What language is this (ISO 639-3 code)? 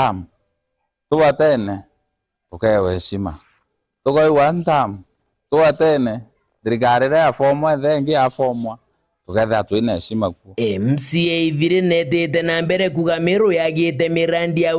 mer